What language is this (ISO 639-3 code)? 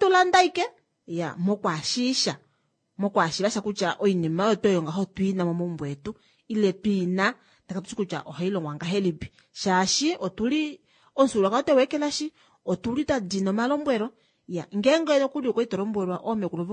kua